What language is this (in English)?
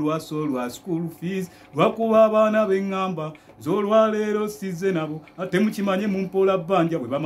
Ganda